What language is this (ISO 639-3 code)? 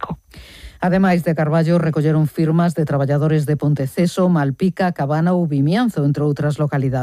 glg